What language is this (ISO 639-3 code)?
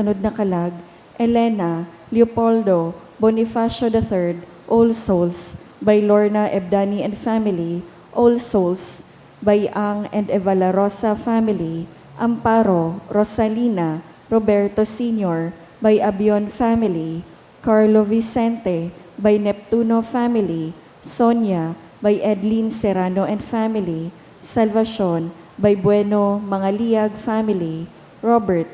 bik